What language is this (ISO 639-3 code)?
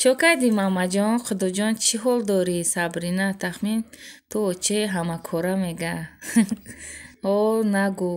tgk